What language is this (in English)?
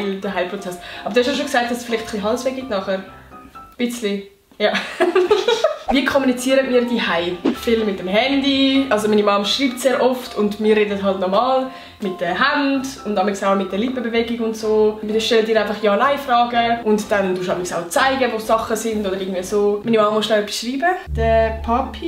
Swiss German